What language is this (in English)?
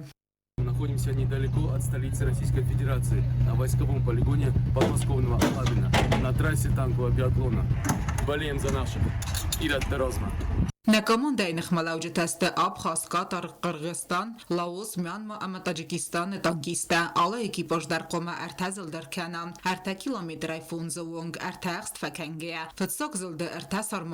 Ossetic